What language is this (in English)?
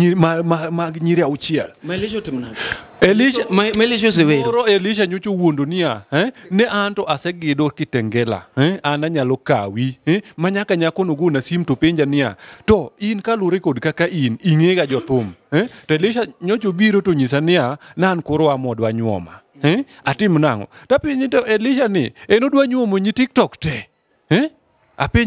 Luo (Kenya and Tanzania)